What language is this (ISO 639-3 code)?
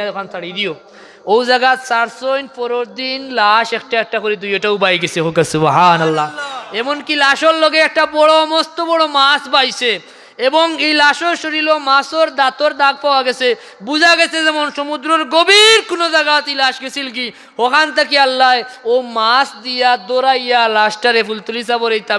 syl